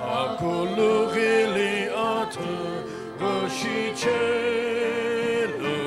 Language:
Sumi Naga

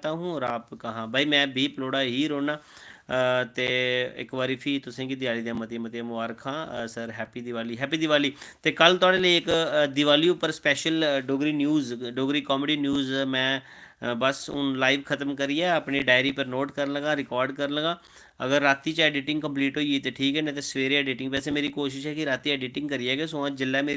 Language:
Dogri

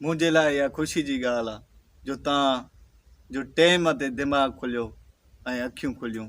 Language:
Sindhi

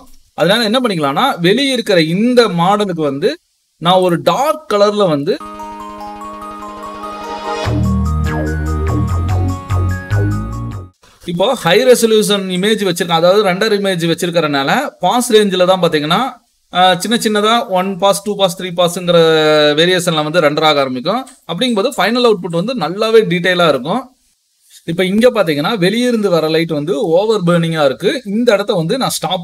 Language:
Tamil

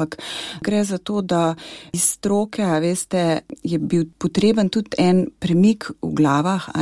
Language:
Slovenian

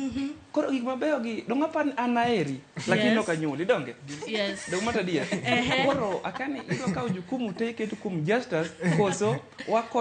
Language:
Luo (Kenya and Tanzania)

